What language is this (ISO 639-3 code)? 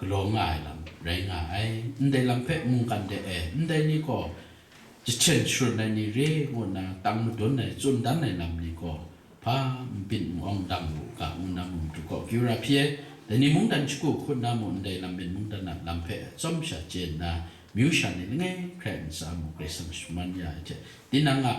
kac